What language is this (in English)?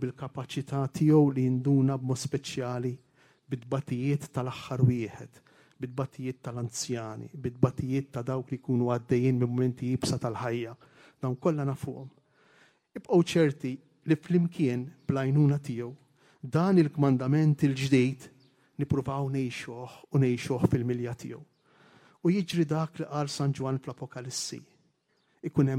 Maltese